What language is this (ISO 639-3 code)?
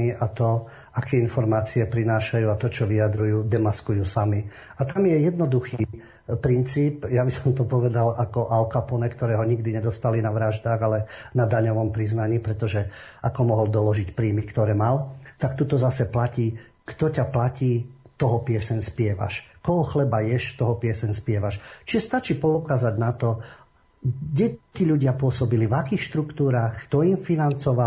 slk